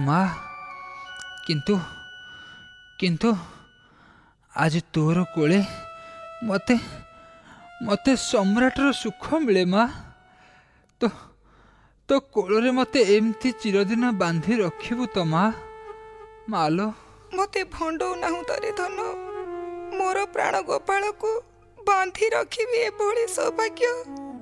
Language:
Odia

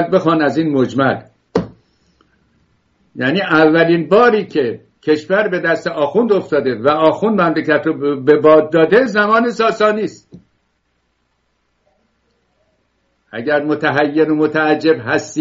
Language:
Persian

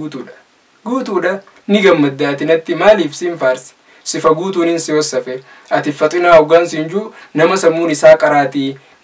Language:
Oromo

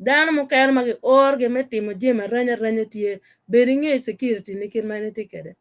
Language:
Acoli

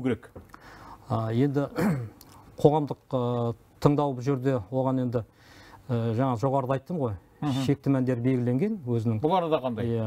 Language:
Kazakh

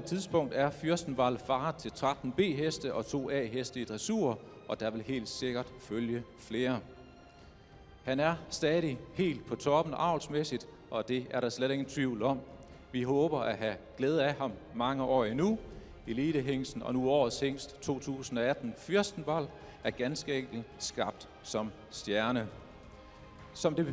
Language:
Danish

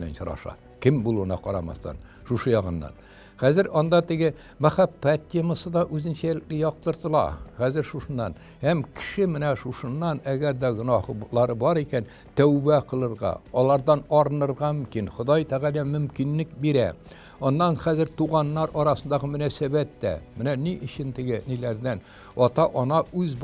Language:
Tatar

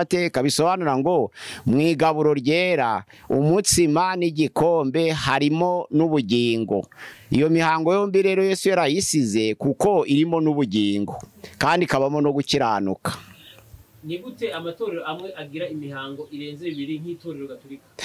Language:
Kinyarwanda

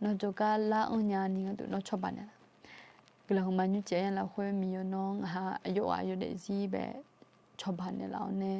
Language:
Akha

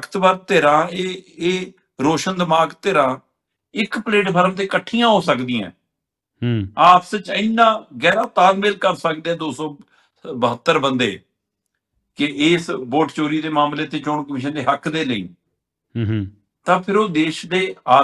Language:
Punjabi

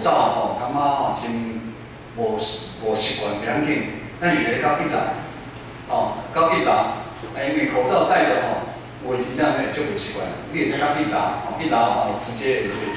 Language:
Min Nan Chinese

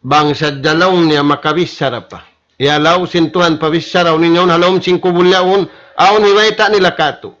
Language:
Tausug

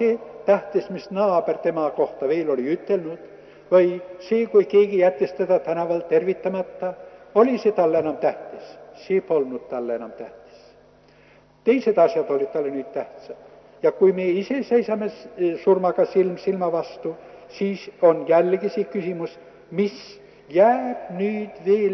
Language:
Estonian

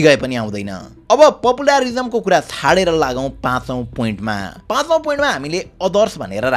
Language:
Nepali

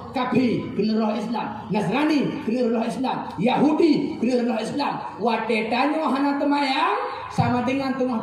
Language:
Achinese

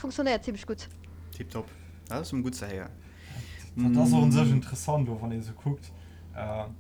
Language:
Luxembourgish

